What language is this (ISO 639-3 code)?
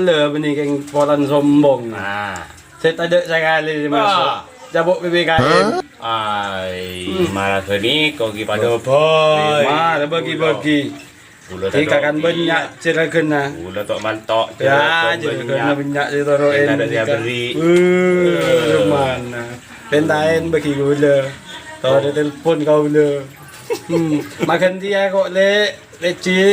mad